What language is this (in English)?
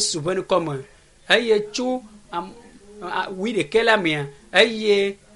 Ewe